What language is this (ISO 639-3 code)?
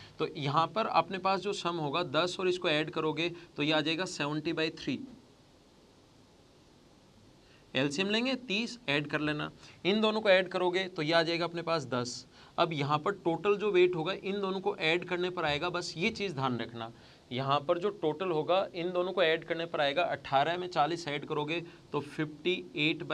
hin